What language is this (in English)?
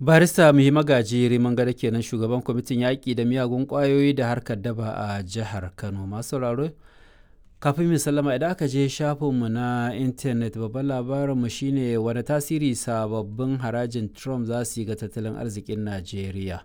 Hausa